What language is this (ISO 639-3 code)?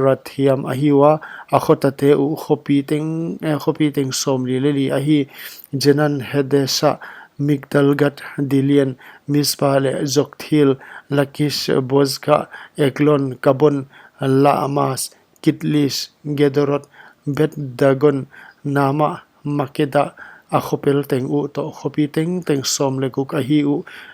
pck